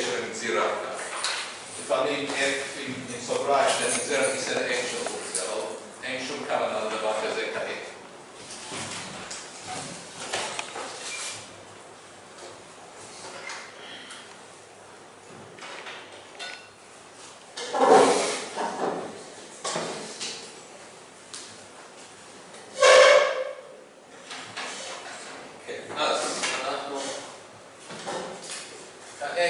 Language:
Hebrew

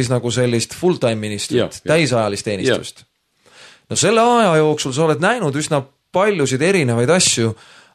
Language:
Estonian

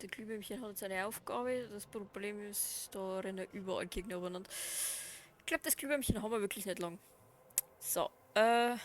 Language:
Bavarian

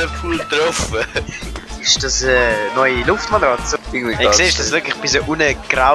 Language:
Swiss German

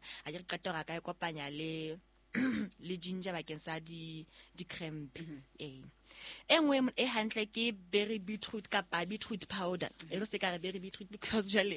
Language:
Southern Sotho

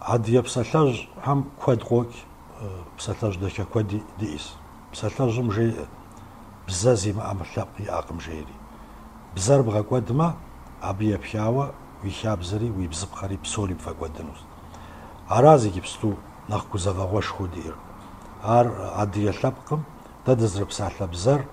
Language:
Kabardian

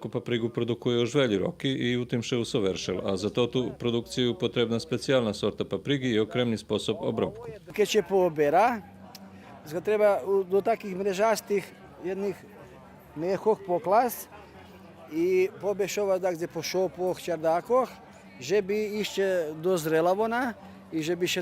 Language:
Rusyn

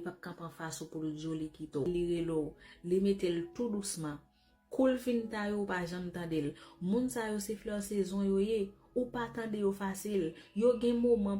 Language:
Haitian Creole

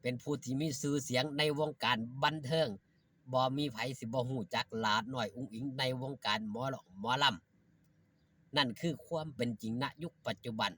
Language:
Northeastern Thai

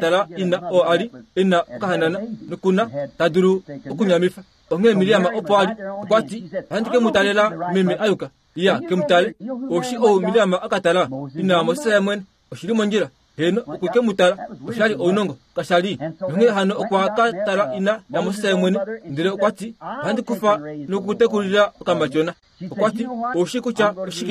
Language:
Kuanyama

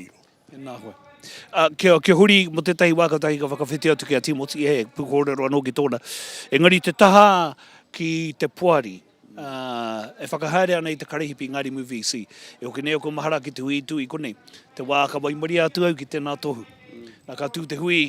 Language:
Māori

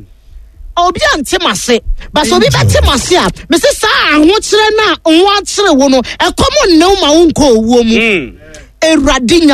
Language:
Akan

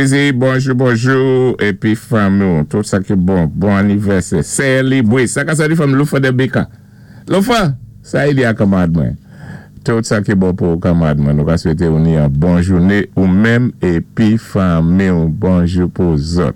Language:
Saint Lucian Creole French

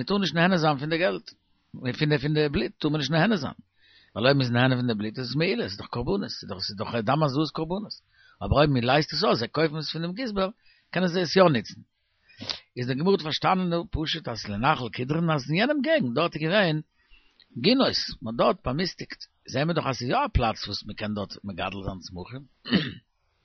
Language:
Yiddish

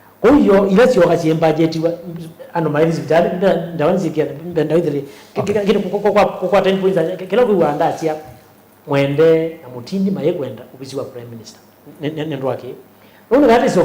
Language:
Kamba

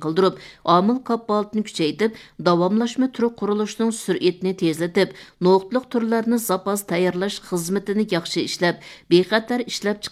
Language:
Uyghur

